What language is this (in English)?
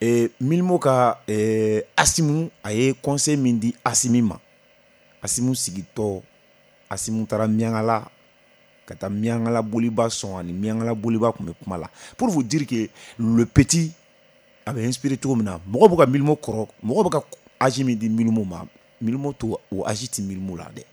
Bambara